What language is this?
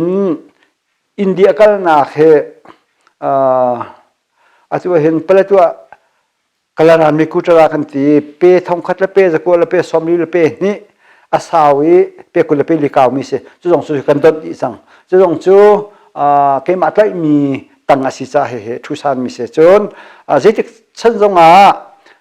Hakha Chin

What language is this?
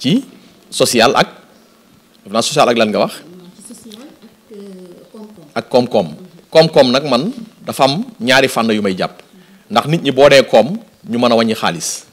Wolof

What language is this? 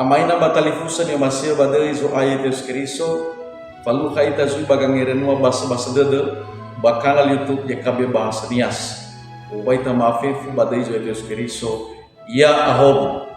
Nias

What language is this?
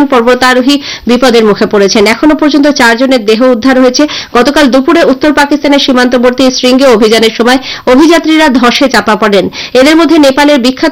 Bangla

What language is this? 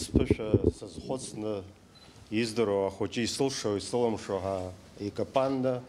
Abkhazian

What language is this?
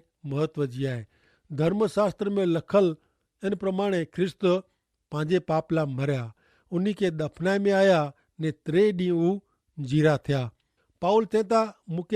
Kachhi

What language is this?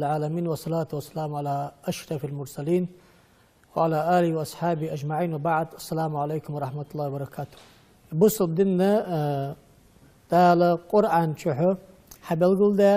Ingush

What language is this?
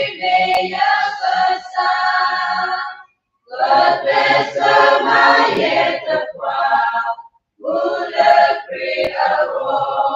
S'gaw Karen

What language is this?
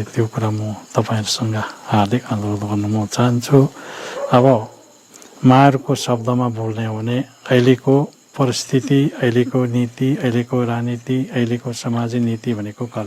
Nepali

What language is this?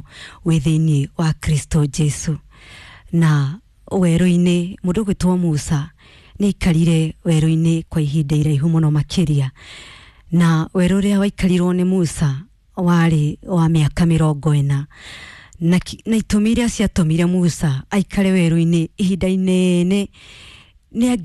Kikuyu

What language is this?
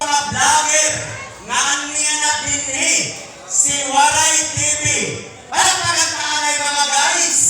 Waray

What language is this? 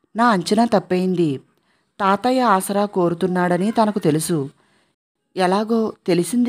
Telugu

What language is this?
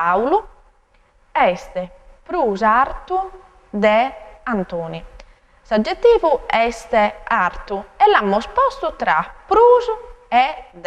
Sardinian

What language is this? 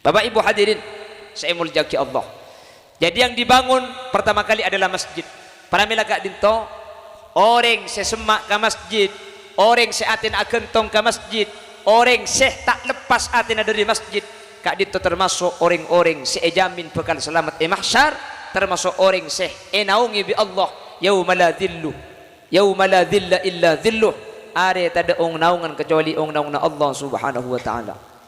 Madurese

